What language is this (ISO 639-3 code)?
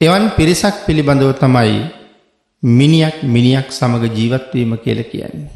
sin